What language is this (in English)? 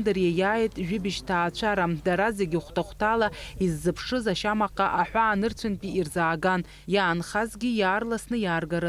Abkhazian